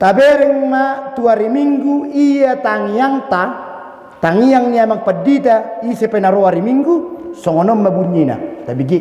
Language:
Batak Toba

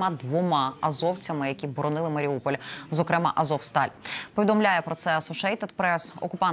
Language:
Ukrainian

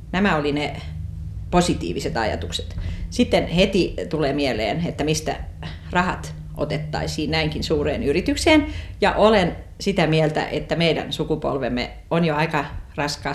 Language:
Finnish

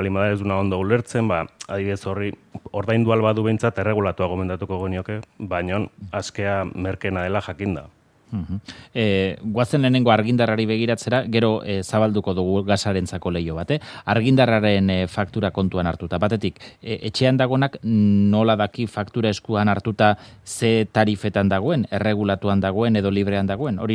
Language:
Basque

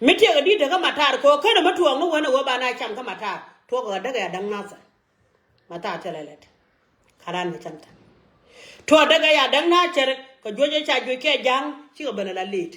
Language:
Nuer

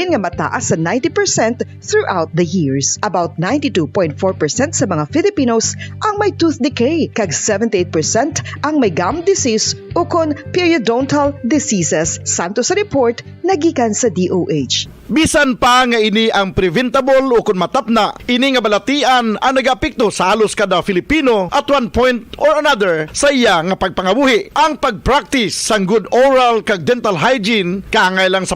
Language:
Hiligaynon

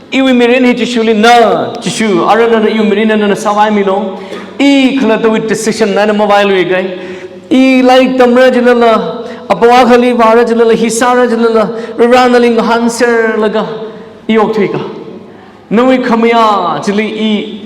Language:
Tangkhul Naga (India)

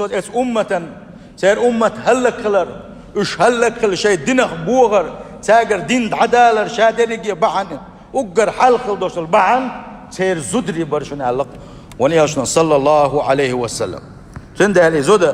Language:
Chechen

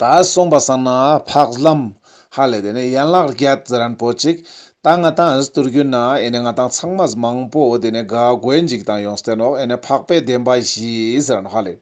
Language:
Ladakhi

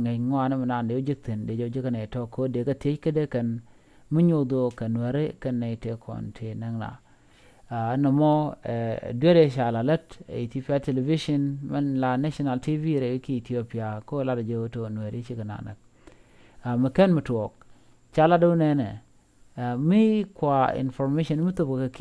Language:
Nuer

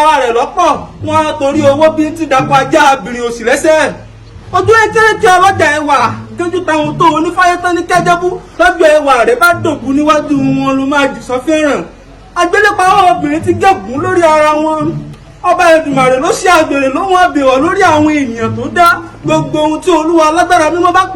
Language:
Yoruba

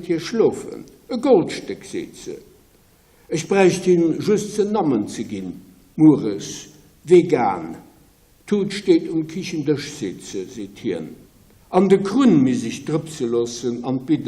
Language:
Luxembourgish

